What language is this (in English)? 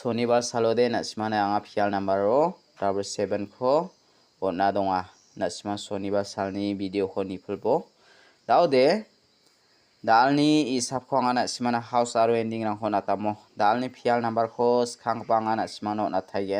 Garo